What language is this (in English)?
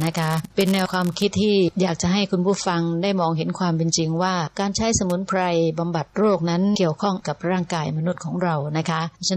Thai